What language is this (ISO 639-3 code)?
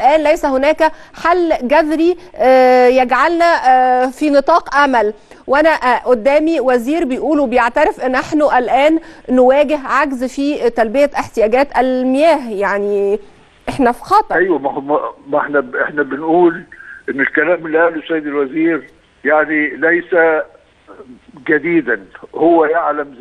arz